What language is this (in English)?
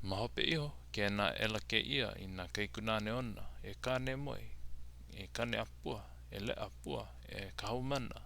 Hawaiian